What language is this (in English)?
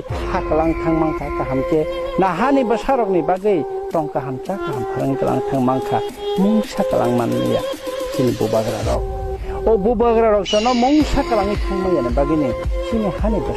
Kok Borok